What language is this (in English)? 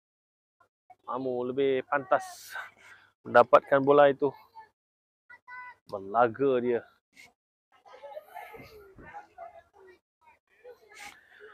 Malay